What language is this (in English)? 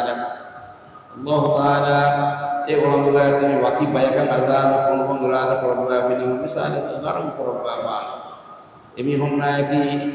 Divehi